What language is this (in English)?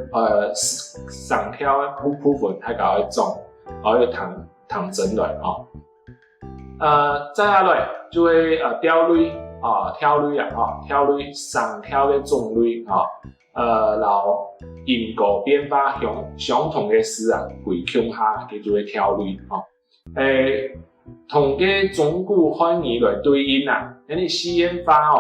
Hakka Chinese